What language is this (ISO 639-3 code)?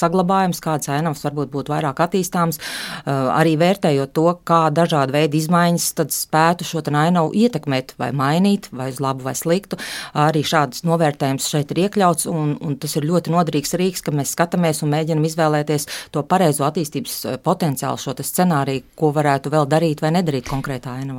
lav